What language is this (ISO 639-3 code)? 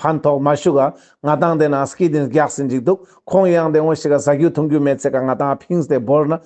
lbj